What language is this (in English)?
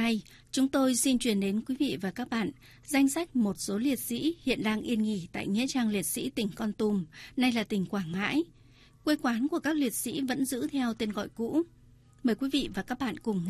Vietnamese